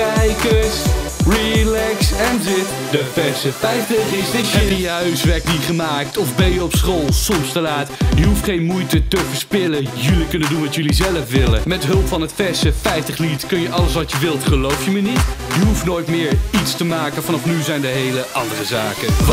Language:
Dutch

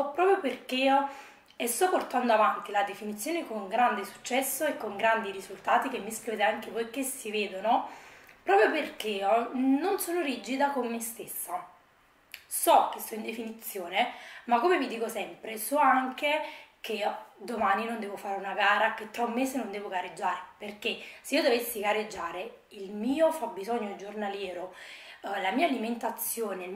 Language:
Italian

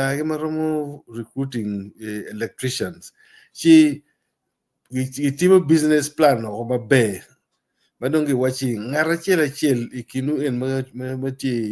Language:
Acoli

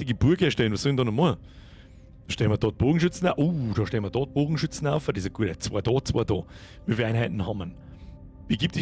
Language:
Bavarian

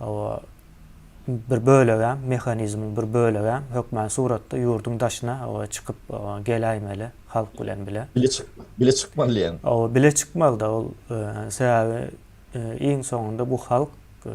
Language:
Turkmen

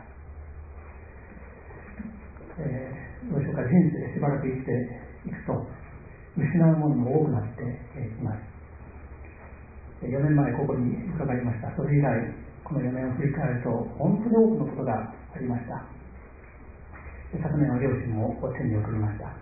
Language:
Japanese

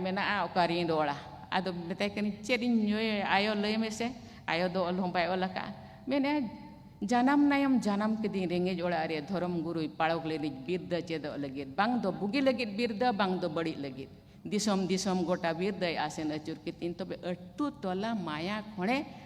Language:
Santali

